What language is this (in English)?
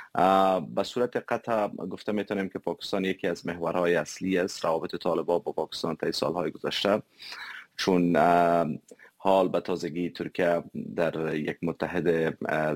Persian